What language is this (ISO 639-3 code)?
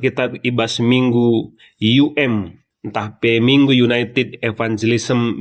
btx